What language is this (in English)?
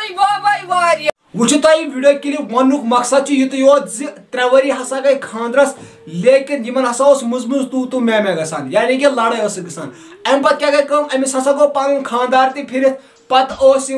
Kashmiri